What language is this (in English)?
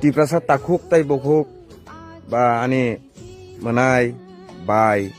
Kok Borok